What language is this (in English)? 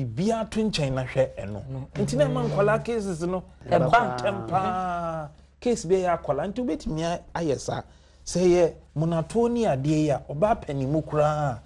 Akan